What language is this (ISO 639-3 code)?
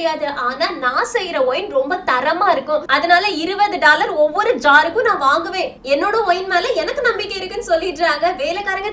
tam